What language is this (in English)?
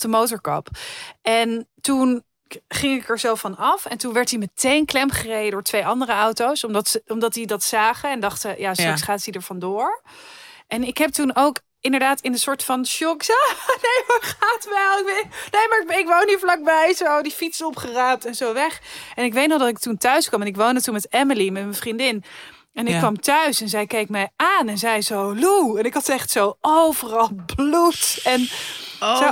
Dutch